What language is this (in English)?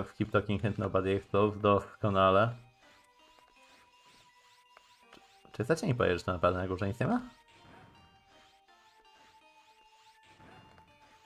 Polish